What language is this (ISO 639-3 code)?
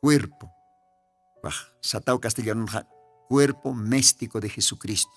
aym